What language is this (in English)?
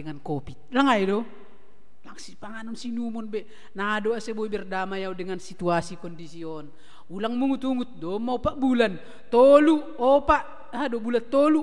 Batak Simalungun